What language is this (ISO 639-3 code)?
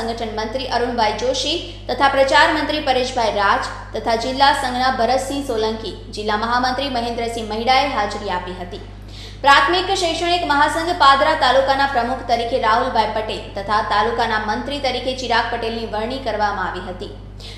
guj